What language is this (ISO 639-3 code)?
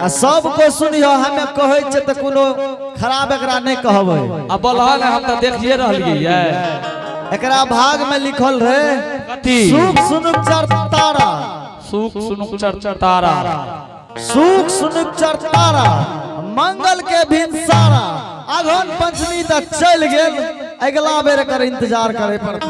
anp